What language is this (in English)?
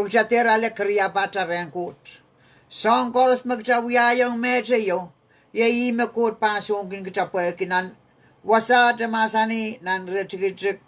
Pohnpeian